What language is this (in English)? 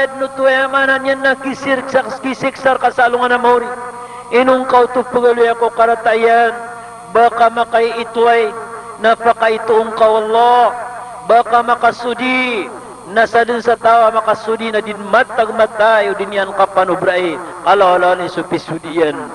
Maranao